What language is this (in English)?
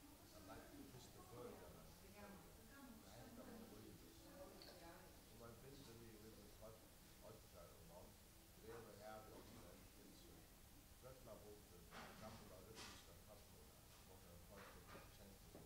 Faroese